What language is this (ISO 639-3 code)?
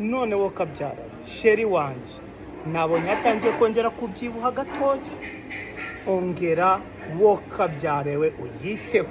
kin